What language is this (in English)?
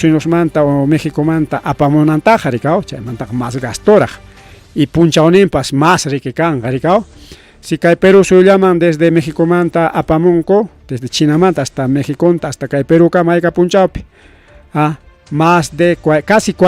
Ayacucho Quechua